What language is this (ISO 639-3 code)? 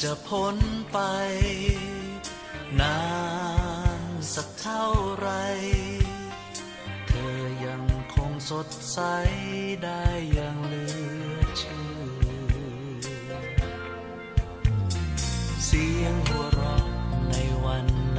tha